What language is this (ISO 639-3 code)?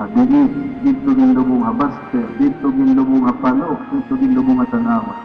war